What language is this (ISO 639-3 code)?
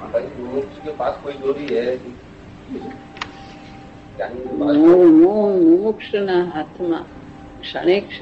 guj